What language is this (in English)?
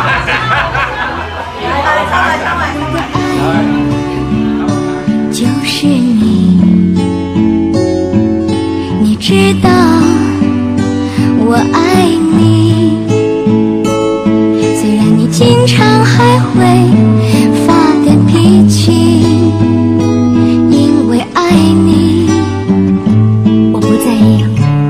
Vietnamese